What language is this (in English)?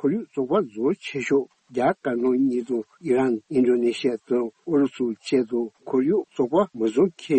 Tibetan